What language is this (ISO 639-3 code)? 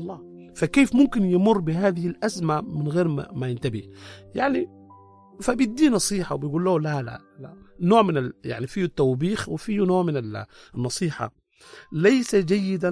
apd